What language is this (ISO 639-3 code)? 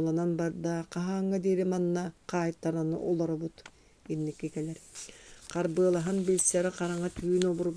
sah